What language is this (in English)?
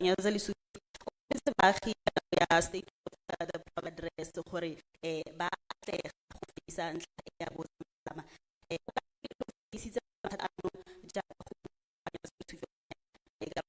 Tswana